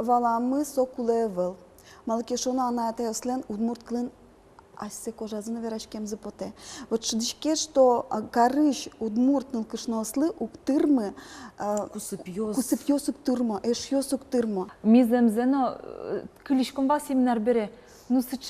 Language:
Udmurt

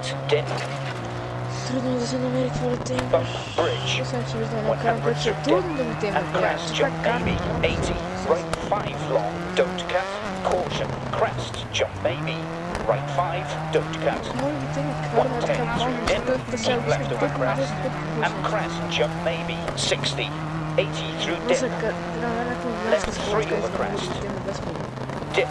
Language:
Bulgarian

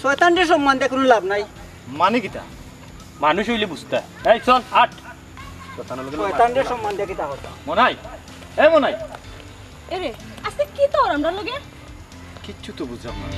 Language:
Sylheti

